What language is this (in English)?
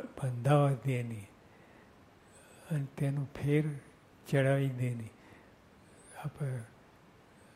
Gujarati